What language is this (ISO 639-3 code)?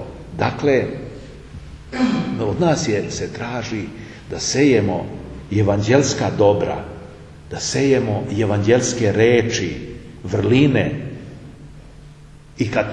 srp